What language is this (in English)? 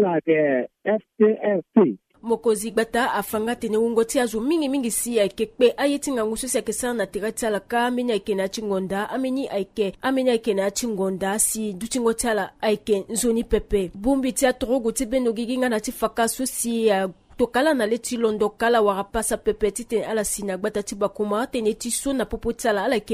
Sango